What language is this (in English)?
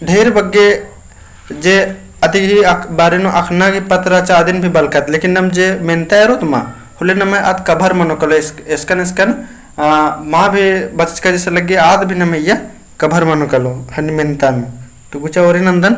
Kurukh